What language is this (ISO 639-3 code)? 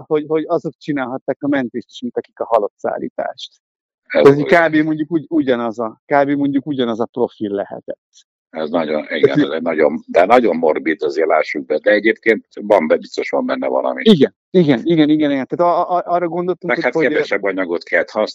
hun